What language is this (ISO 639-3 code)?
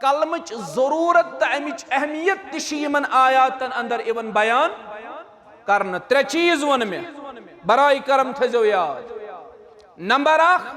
kas